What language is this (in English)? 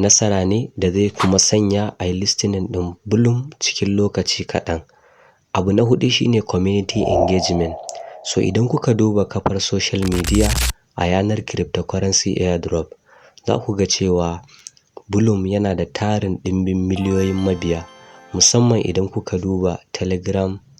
Hausa